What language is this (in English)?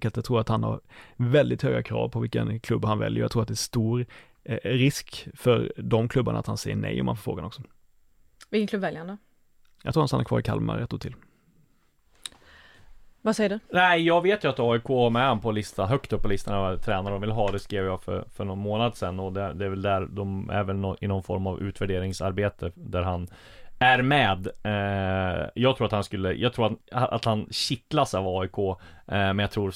Swedish